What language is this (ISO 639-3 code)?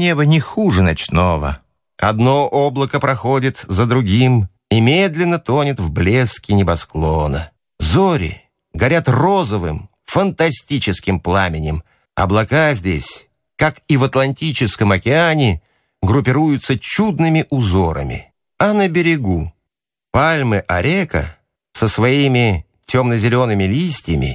rus